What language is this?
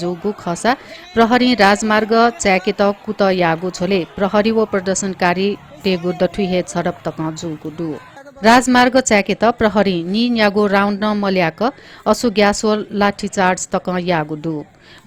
Newari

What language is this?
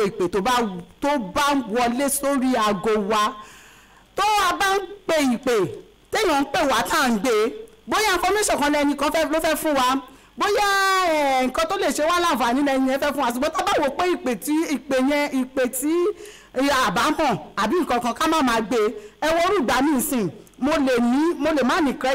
Yoruba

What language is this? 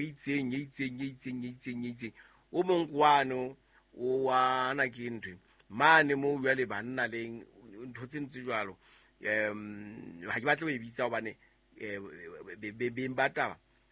Southern Sotho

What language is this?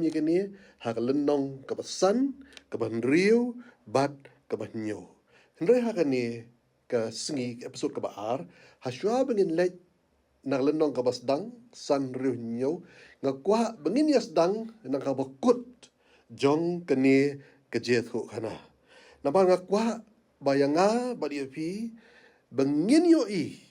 Khasi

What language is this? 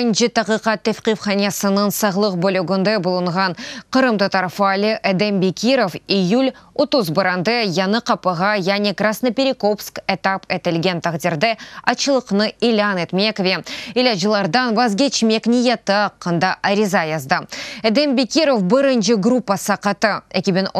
Crimean Tatar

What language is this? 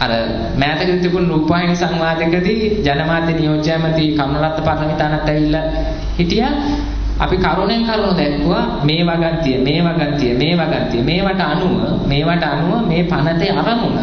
Sinhala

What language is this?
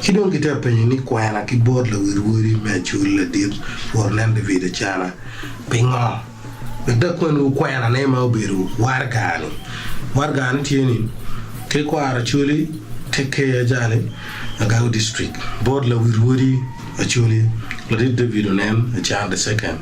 Acoli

